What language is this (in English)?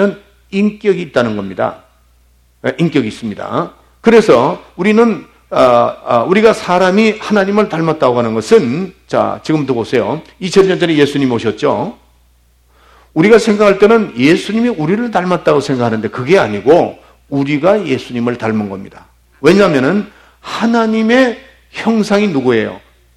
Korean